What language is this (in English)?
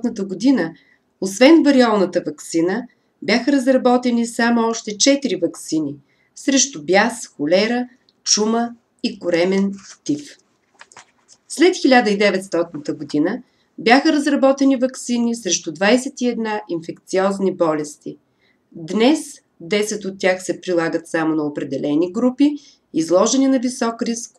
Bulgarian